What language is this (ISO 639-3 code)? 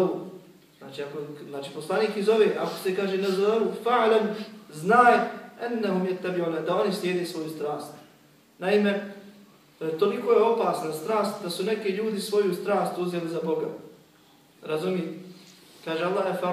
bos